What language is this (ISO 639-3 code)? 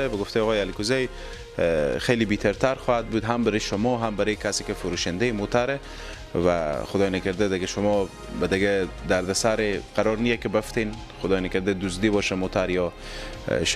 fas